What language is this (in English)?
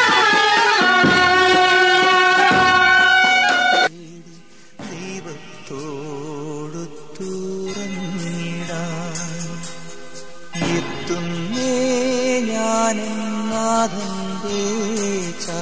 Malayalam